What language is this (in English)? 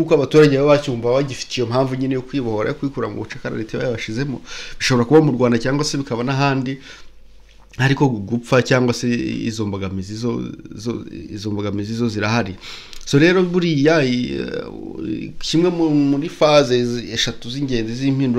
Kinyarwanda